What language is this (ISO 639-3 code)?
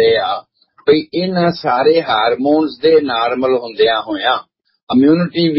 pan